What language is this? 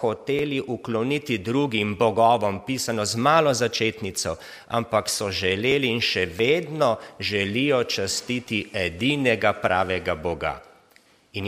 Slovenian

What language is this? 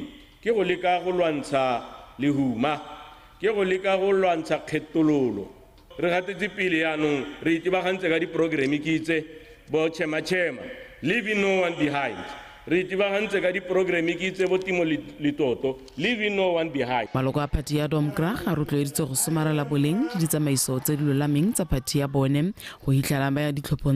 Tswana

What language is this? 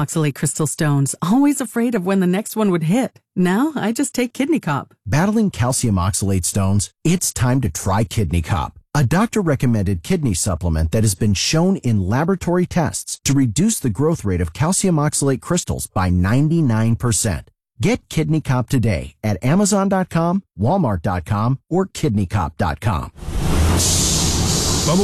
English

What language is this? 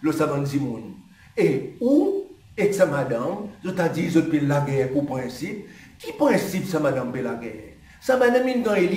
Seselwa Creole French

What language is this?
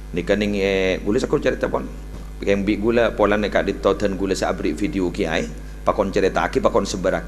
Madurese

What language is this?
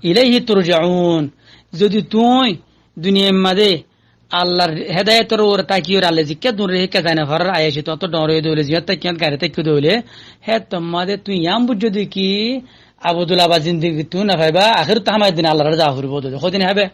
Rohingya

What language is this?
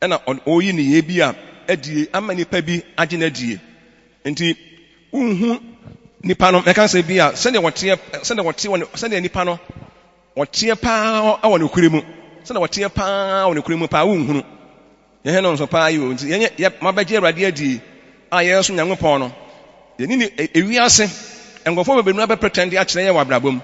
Akan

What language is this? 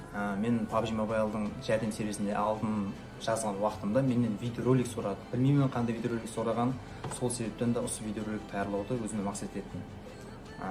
Kara-Kalpak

